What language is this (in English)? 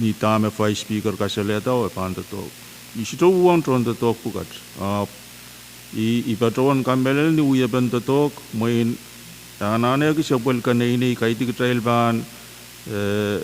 Pohnpeian